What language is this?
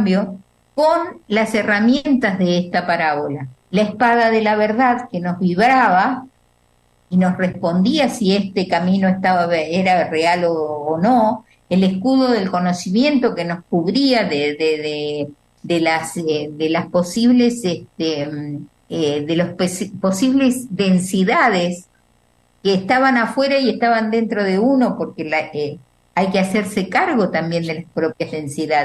Spanish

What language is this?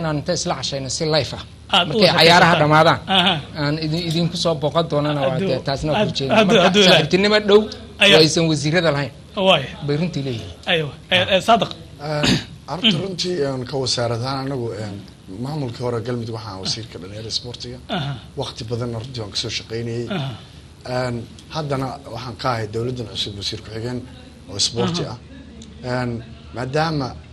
Somali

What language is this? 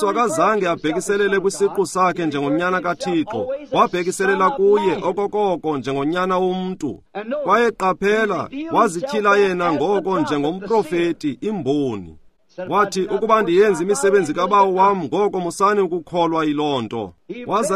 Xhosa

